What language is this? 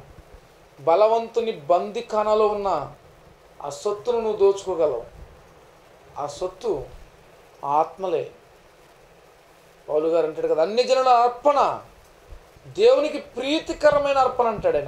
Telugu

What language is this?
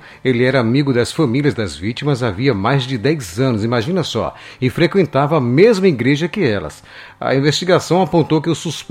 Portuguese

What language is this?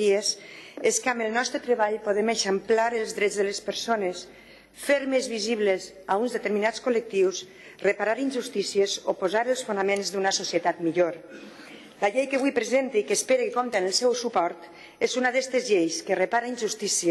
Catalan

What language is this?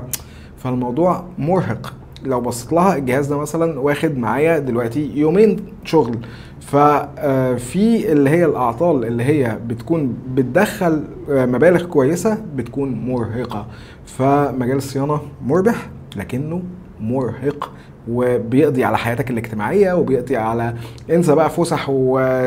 Egyptian Arabic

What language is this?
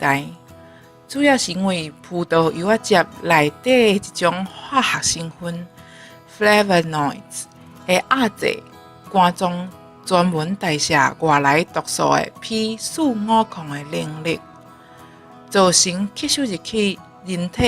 Min Nan Chinese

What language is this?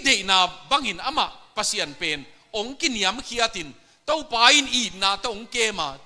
Tedim Chin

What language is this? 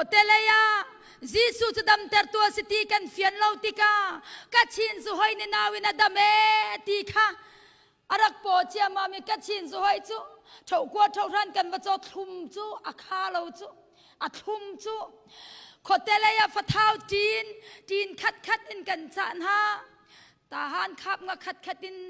Hakha Chin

